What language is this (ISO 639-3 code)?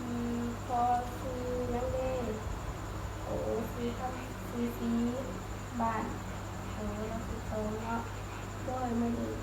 lao